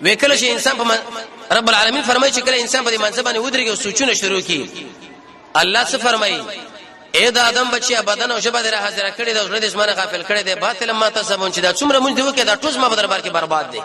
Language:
Pashto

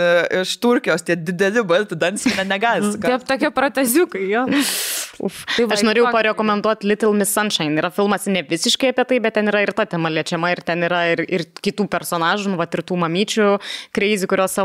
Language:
Lithuanian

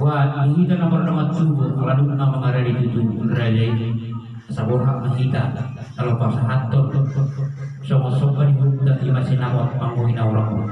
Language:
Batak Toba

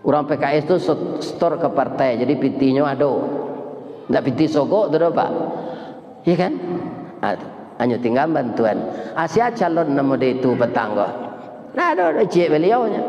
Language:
Minangkabau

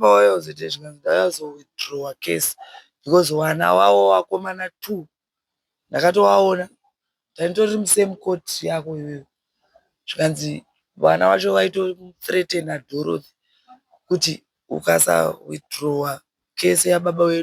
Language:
Shona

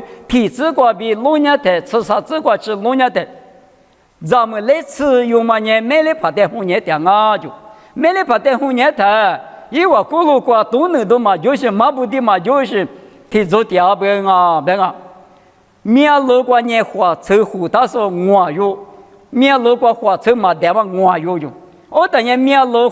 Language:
Lisu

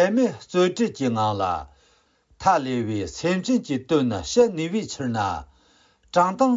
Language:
Khams Tibetan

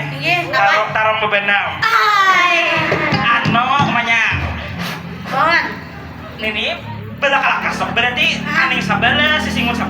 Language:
Banjar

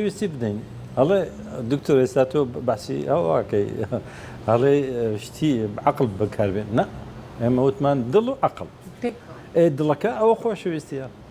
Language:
Central Kurdish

